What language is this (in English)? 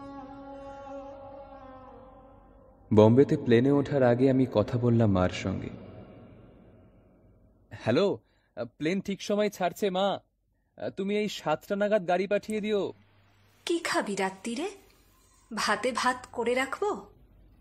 Bangla